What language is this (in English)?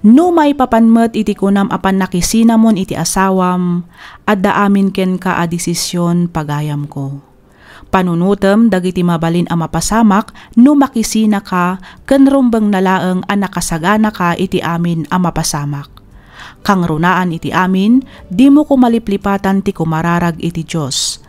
Iloko